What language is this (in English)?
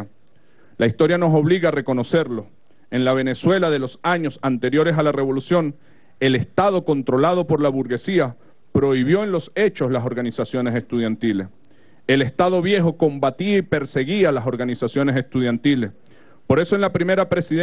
Spanish